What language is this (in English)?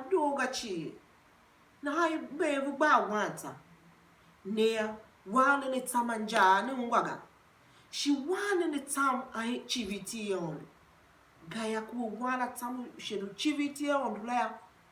Tiv